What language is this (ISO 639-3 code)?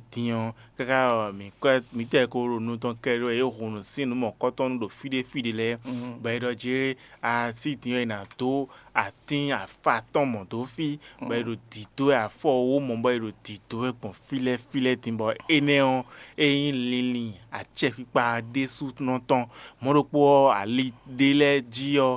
fon